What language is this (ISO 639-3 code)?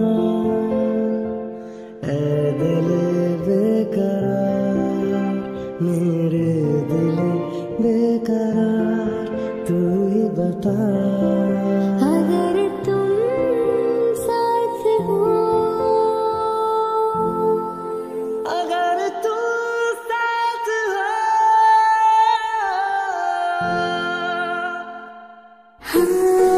hin